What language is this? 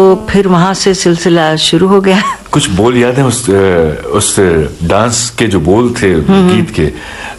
Hindi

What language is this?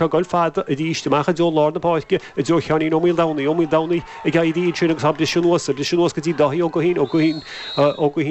Irish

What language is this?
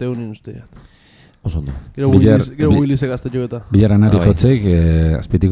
Basque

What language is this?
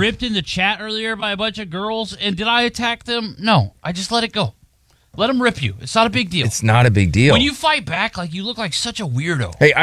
English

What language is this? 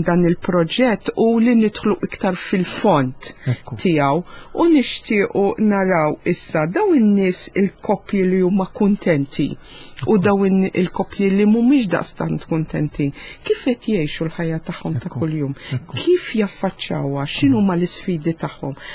Maltese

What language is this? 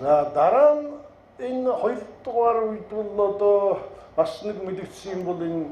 Mongolian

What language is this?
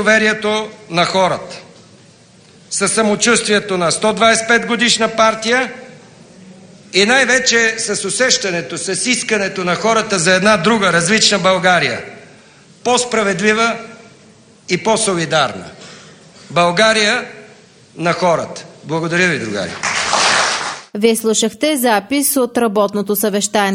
Bulgarian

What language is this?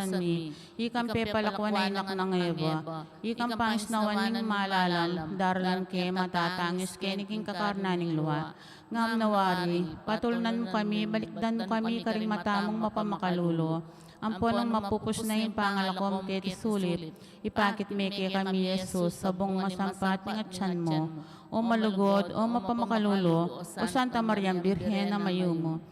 Pampanga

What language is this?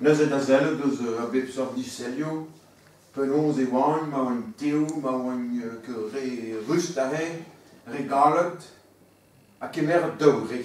Breton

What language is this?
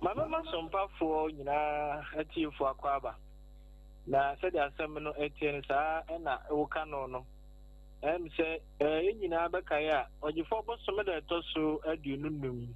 Akan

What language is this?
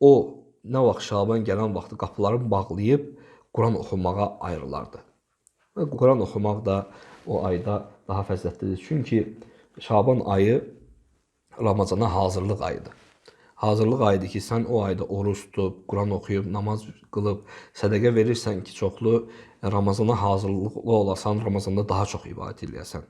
Azerbaijani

